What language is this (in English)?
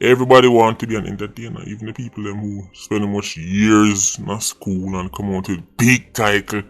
Jamaican Creole English